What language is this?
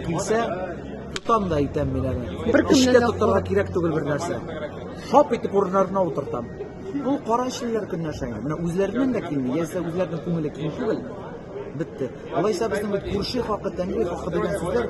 Tatar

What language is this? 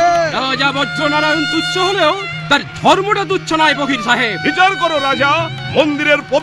Bangla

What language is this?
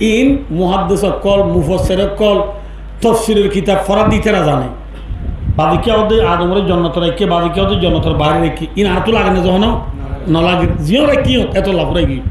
Rohingya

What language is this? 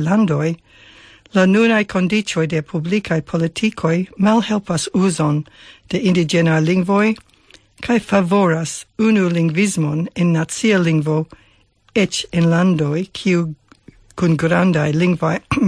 Esperanto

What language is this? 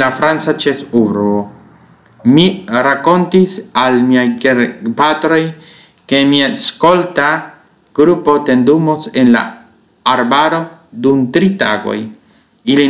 Esperanto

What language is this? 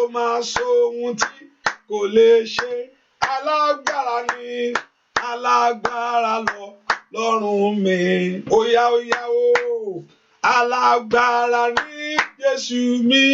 Yoruba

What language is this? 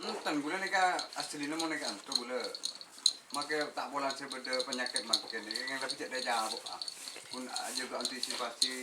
Madurese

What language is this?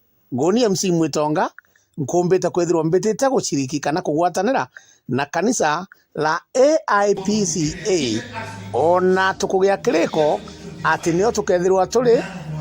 Meru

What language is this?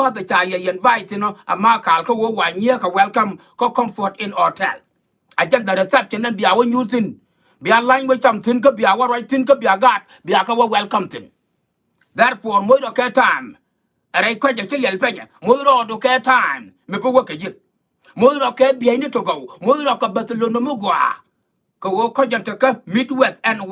Nuer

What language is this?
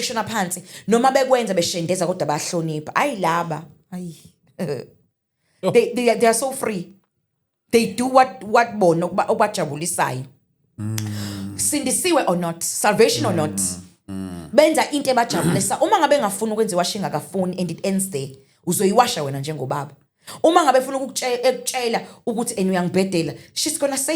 Zulu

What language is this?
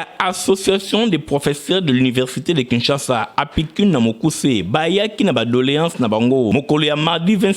Lingala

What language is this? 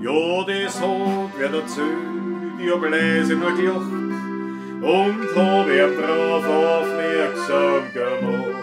Bavarian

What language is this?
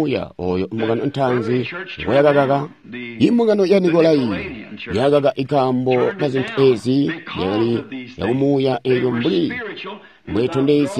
Tonga (Zambia)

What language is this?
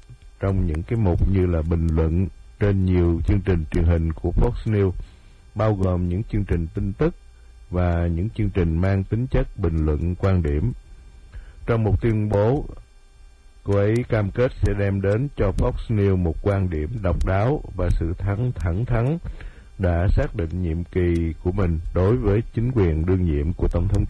Vietnamese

